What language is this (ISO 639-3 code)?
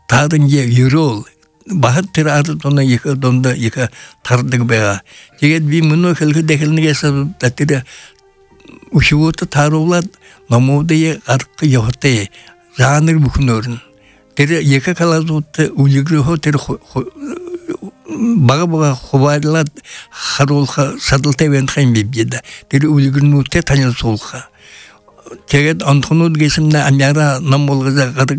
bua